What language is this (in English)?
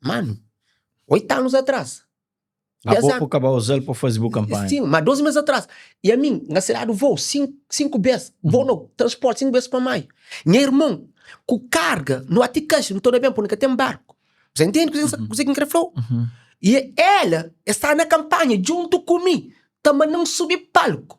Kabuverdianu